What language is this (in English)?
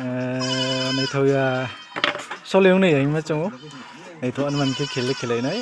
Riang (India)